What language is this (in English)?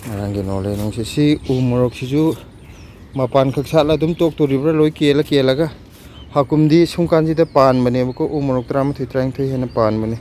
Manipuri